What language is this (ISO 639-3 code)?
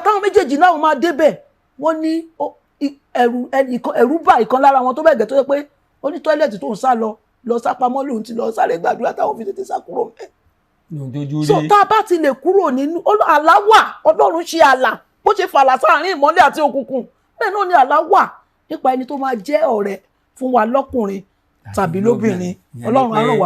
yor